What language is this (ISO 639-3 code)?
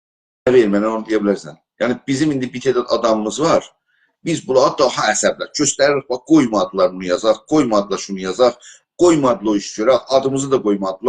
azb